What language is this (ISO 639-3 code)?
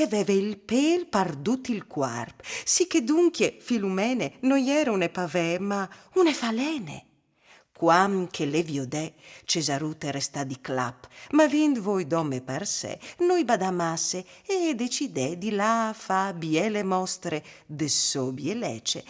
fur